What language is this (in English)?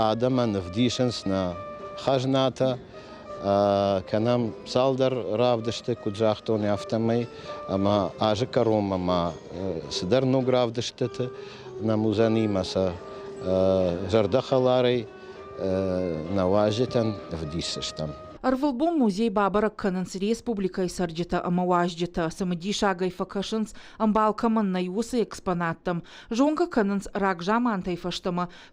Ossetic